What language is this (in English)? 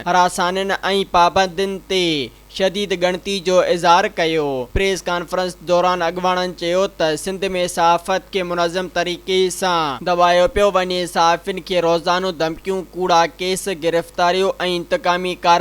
Sindhi